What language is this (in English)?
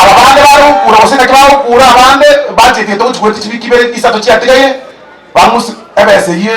Gusii